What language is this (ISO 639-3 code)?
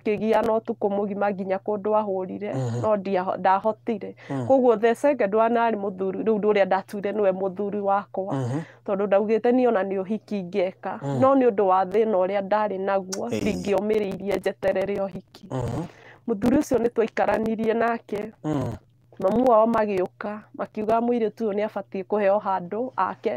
kik